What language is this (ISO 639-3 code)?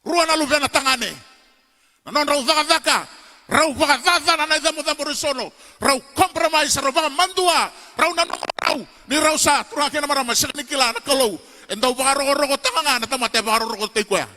fij